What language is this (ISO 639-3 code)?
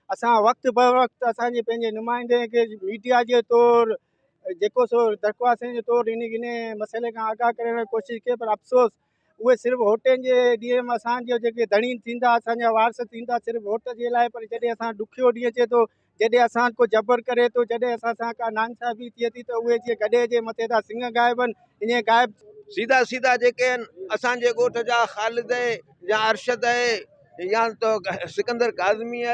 snd